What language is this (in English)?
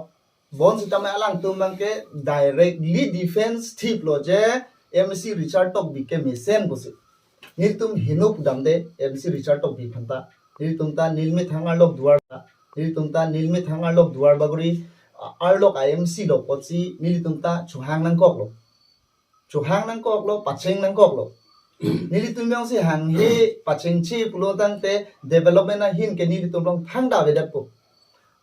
Karbi